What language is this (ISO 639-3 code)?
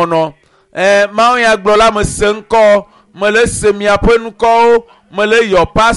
ewe